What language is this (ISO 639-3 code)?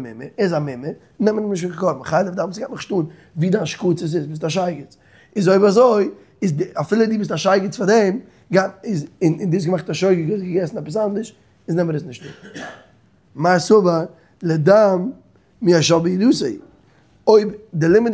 yid